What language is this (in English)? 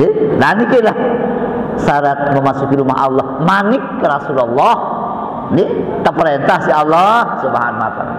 Sasak